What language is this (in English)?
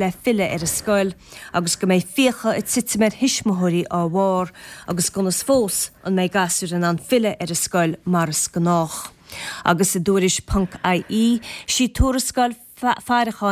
Irish